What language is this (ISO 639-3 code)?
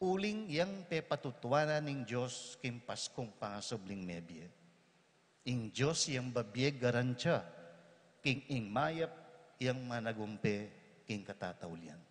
pam